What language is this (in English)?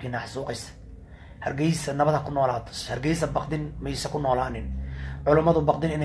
Somali